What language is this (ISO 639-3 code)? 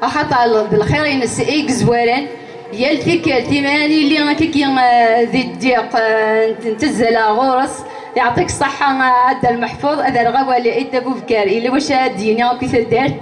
kab